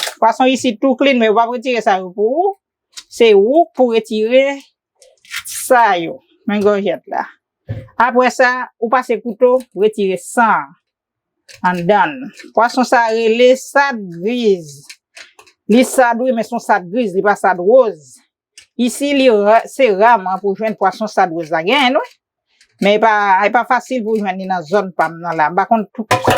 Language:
Haitian Creole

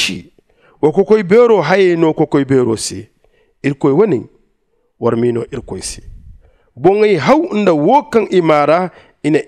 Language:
Zarma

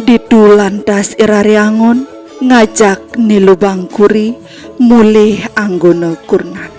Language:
Balinese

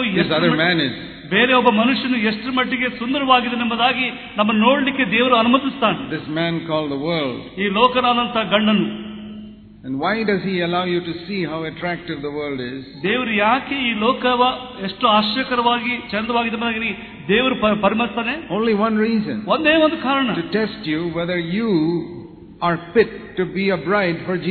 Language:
Kannada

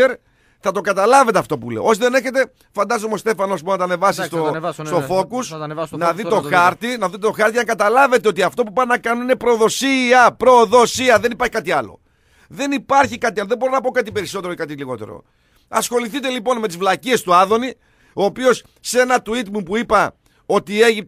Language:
Greek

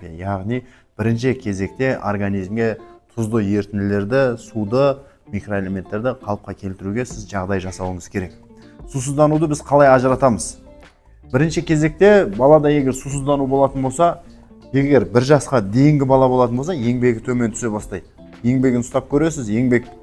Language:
Kazakh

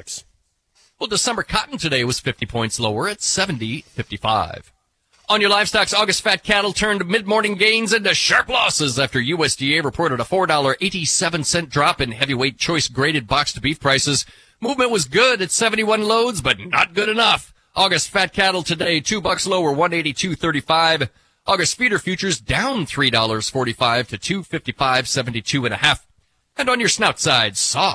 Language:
English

